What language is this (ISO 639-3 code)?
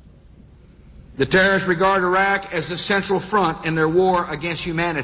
eng